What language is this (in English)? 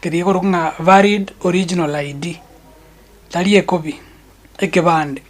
Gusii